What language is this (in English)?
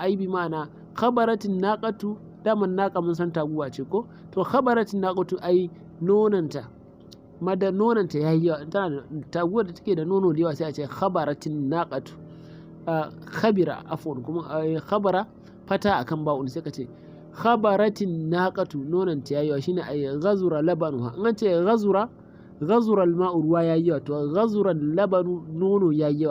Hausa